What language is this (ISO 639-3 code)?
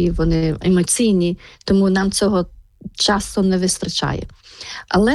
ukr